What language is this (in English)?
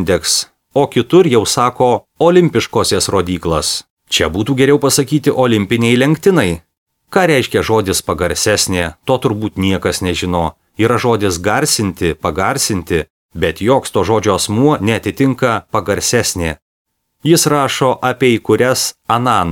Lithuanian